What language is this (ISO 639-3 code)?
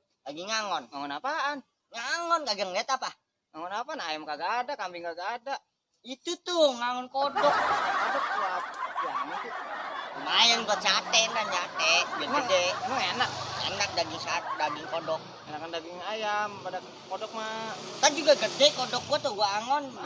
bew